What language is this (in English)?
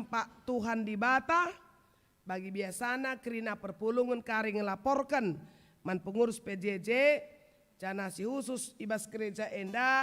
Batak Karo